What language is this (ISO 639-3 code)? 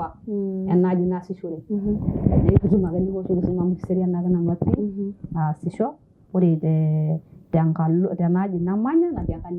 mas